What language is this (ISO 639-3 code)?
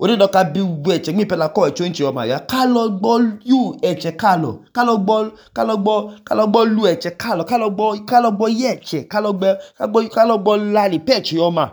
idu